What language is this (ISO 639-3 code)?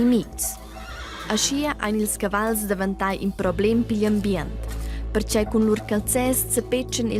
roh